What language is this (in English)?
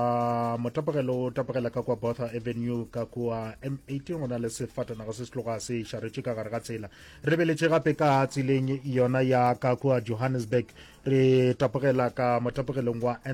Northern Sotho